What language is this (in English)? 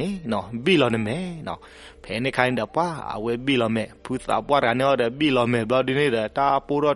S'gaw Karen